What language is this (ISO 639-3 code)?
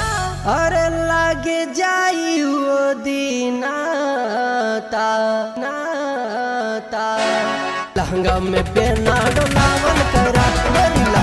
bho